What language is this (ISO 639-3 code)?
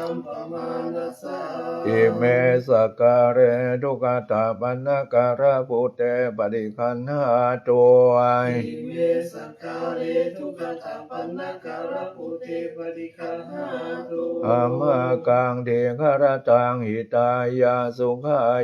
pli